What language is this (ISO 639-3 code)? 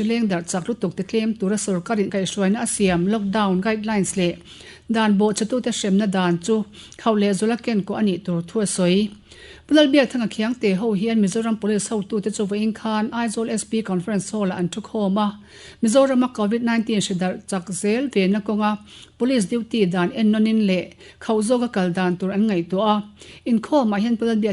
lus